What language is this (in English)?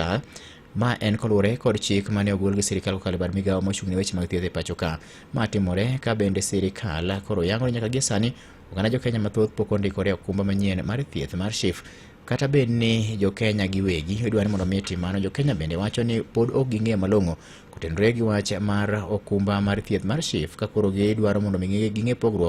Luo (Kenya and Tanzania)